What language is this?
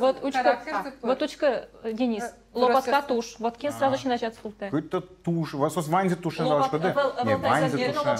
Udmurt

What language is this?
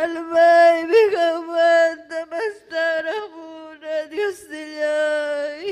Ayacucho Quechua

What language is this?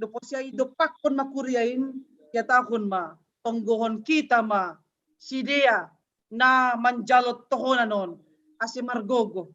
Batak Simalungun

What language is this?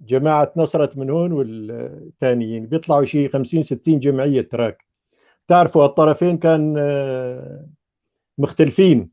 North Levantine Arabic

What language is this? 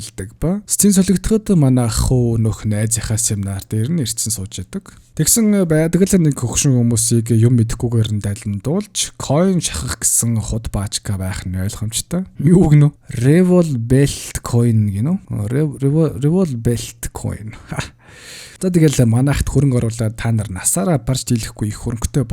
Mongolian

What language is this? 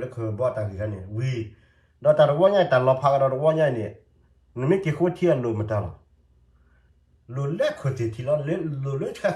S'gaw Karen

